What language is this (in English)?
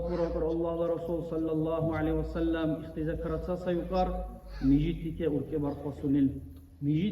Dargwa